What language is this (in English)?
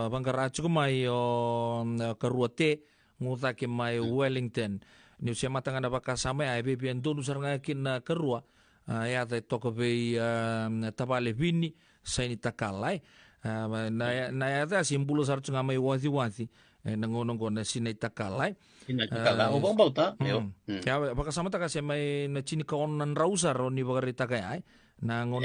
Fijian